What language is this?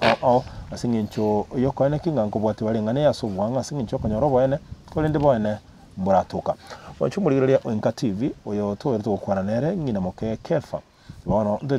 Gusii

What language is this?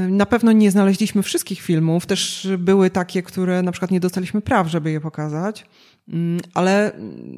Polish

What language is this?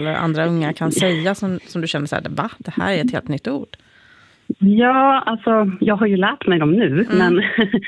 Swedish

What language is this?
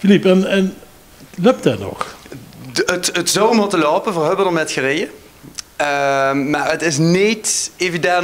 Limburgish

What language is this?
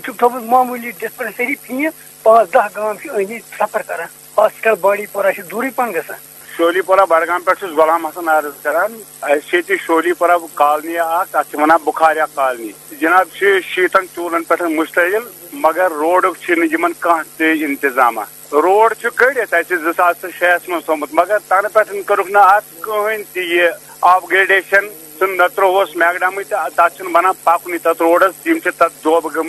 Kashmiri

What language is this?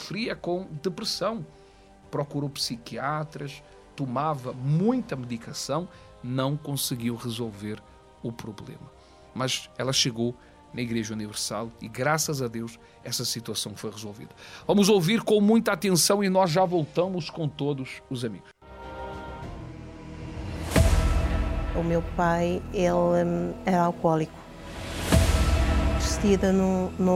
Portuguese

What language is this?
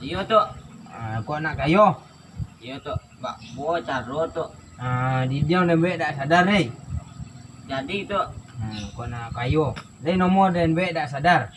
Minangkabau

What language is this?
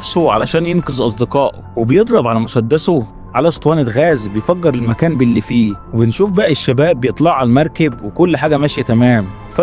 Egyptian Arabic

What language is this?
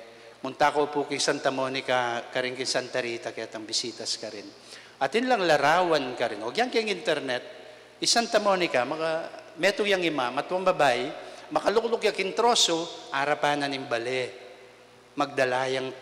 Pampanga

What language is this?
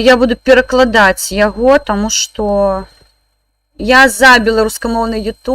Belarusian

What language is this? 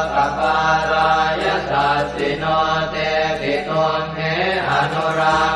Pali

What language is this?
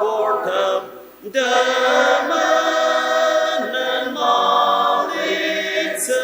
Ao Naga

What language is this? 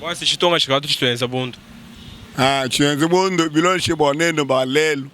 Luba-Lulua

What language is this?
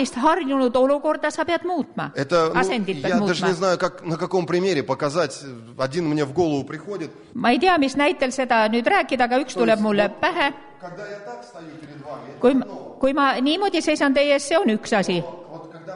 Estonian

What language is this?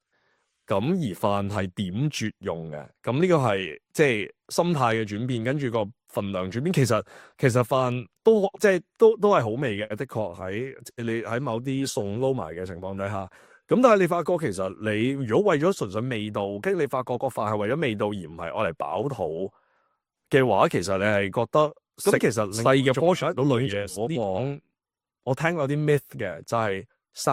Cantonese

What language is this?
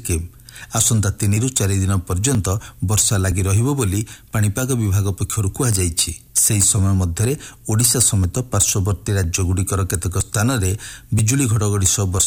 Odia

